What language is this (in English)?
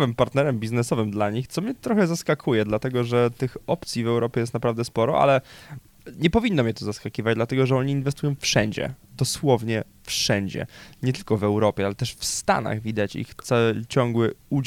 Polish